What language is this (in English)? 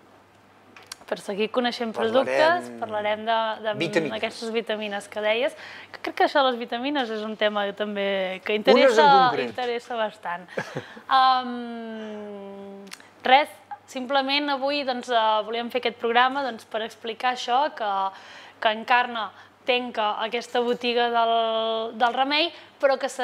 Catalan